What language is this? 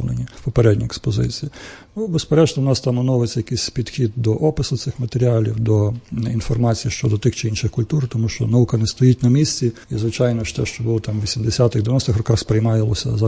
Ukrainian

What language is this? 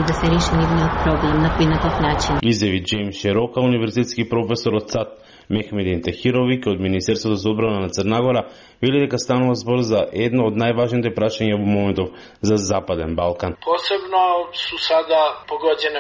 Macedonian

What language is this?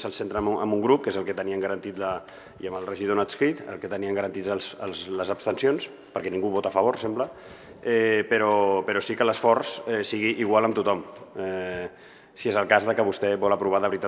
Catalan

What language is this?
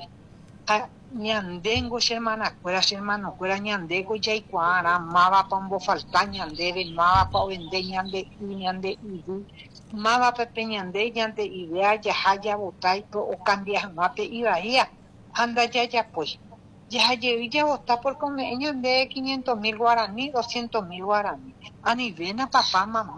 Guarani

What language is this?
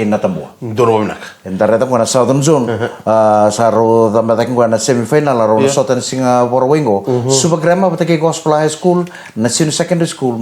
Fijian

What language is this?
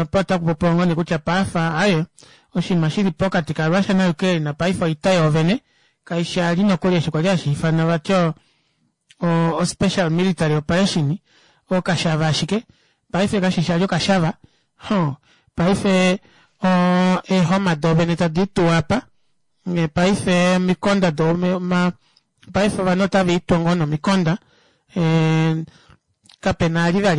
Kuanyama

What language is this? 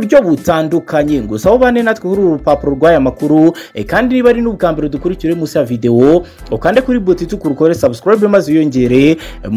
Kinyarwanda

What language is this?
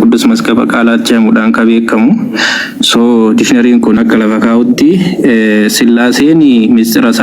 Oromo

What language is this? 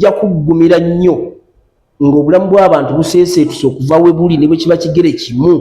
Ganda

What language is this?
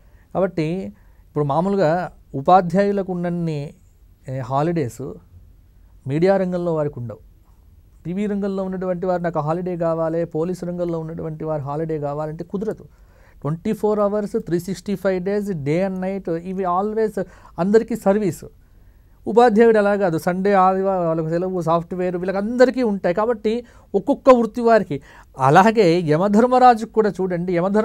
Telugu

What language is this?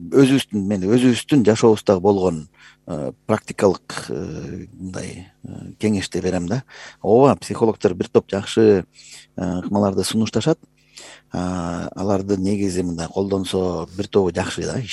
Kyrgyz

